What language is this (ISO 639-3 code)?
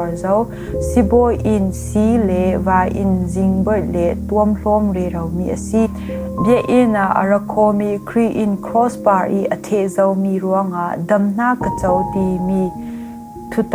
cfm